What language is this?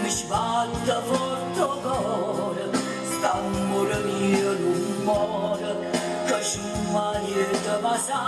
Neapolitan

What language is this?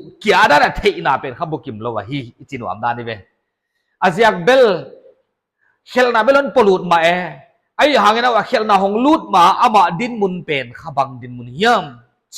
Paite Chin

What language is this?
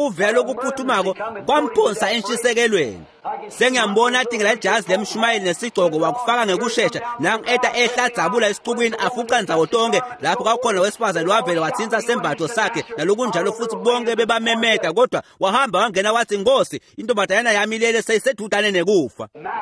Swati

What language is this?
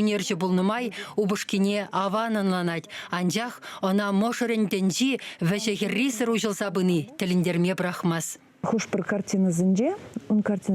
Chuvash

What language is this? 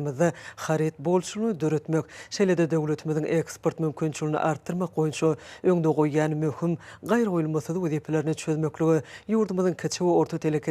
Turkmen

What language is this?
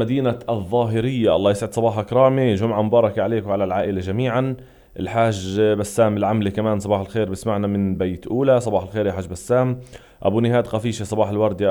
North Levantine Arabic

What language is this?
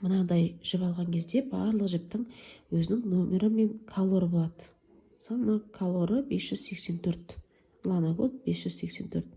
Kazakh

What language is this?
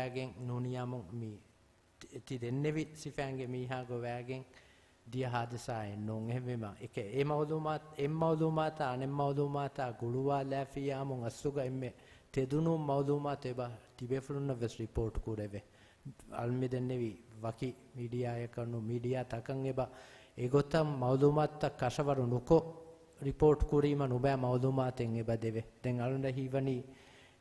Divehi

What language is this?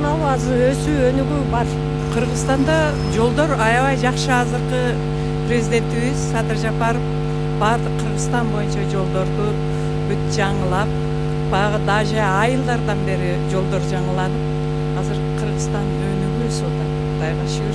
Kyrgyz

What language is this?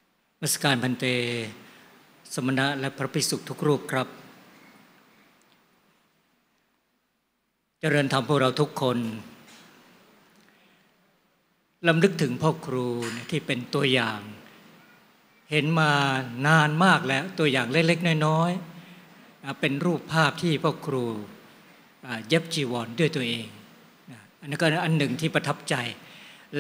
Thai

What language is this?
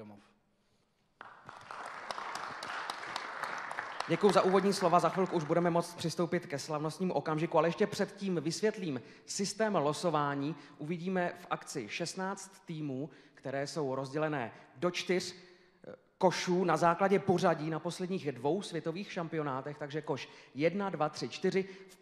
Czech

